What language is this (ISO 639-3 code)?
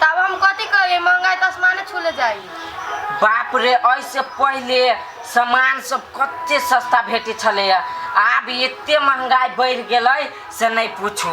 mai